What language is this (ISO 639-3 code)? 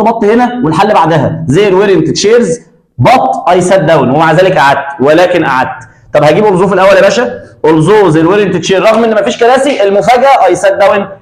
arz